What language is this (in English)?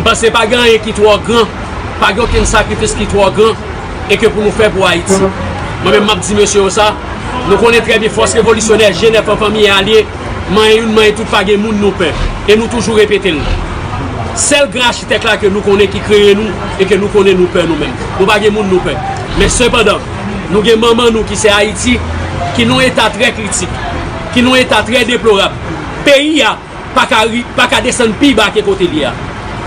Haitian Creole